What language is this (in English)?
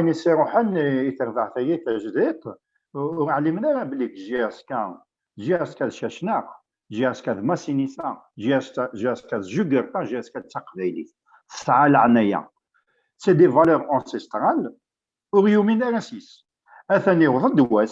Kabyle